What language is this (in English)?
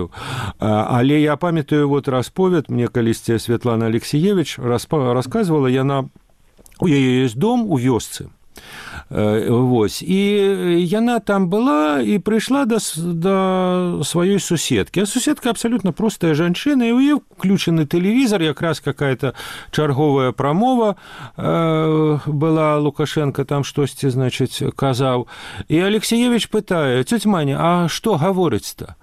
Belarusian